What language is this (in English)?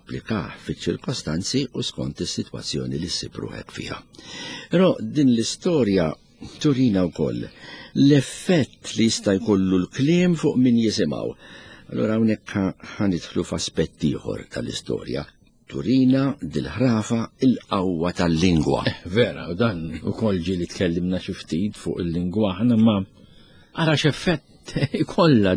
Maltese